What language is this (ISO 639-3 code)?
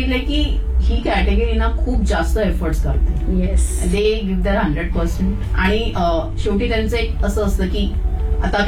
mar